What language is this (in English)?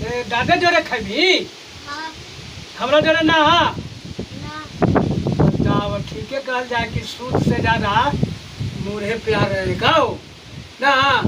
Magahi